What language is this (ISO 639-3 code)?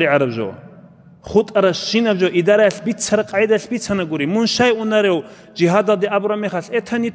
ava